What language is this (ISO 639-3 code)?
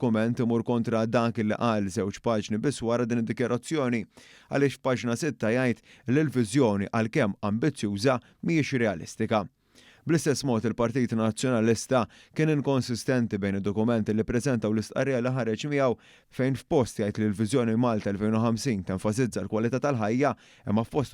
mlt